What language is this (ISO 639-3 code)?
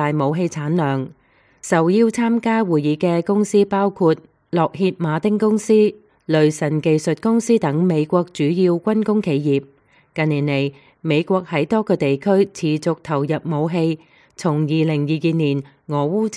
yue